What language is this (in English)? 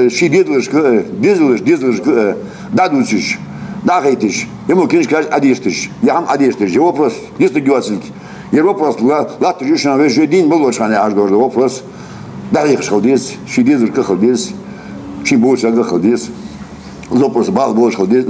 Ingush